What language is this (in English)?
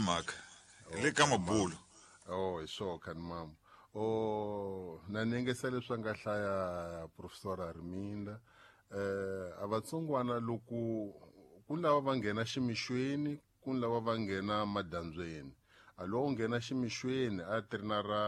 Tsonga